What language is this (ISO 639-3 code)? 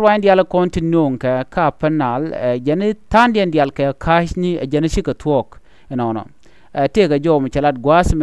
nus